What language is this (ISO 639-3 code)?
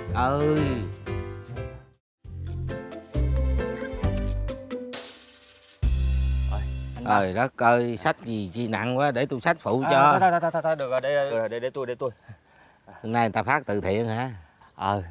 vie